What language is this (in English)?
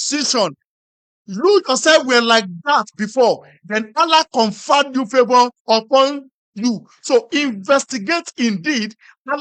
Yoruba